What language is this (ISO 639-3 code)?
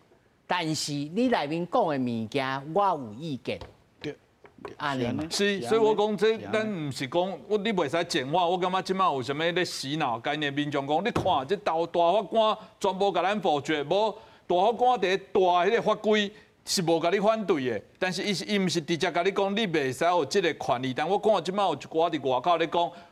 nan